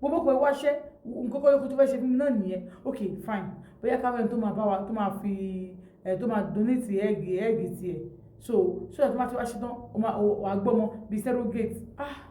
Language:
Yoruba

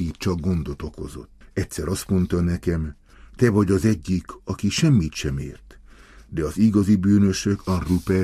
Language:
Hungarian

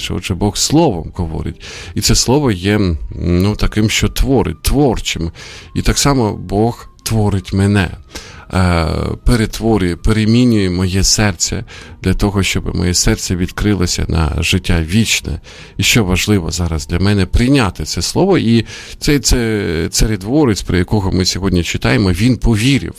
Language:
Ukrainian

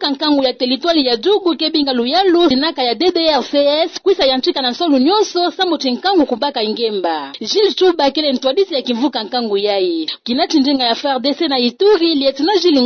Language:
Kituba (Democratic Republic of Congo)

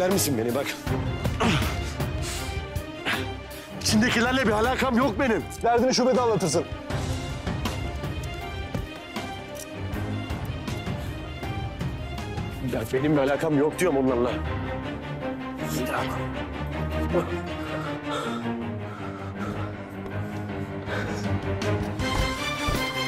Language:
Turkish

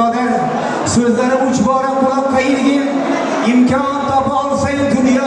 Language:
Uzbek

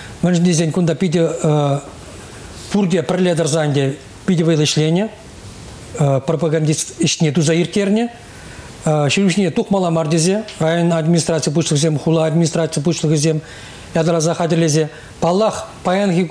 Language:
Chuvash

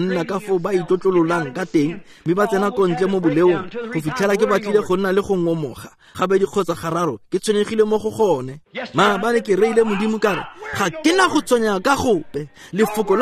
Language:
Tswana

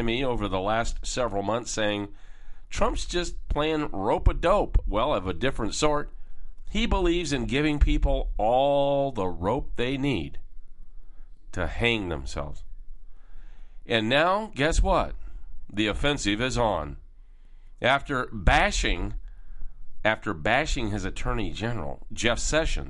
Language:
English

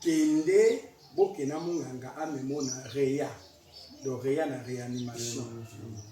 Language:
Lingala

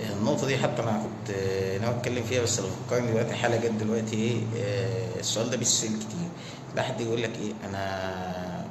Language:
Egyptian Arabic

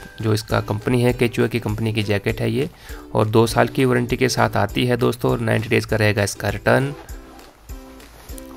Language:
Hindi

